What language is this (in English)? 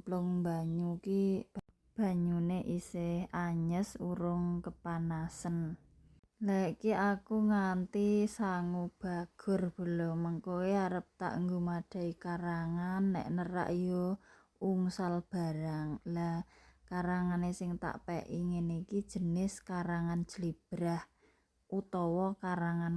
Javanese